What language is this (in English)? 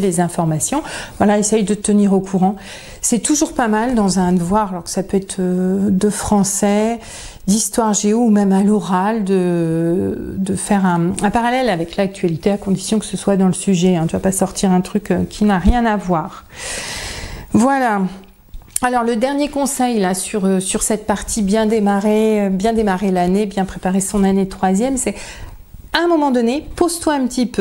French